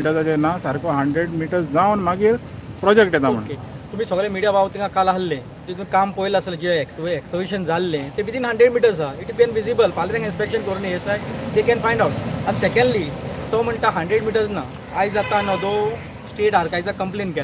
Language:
Konkani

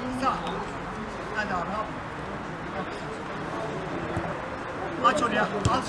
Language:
Turkish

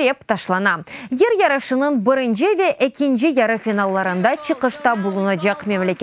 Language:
Crimean Tatar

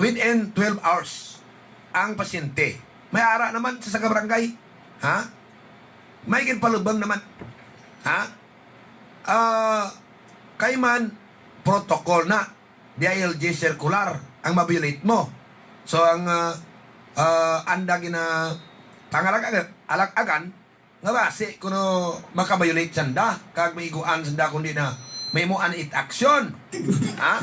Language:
Hiligaynon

